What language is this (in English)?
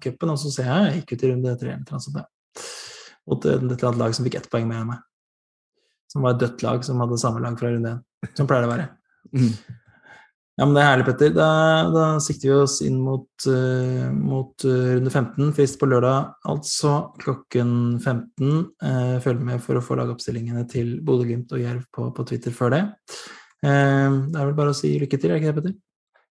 Norwegian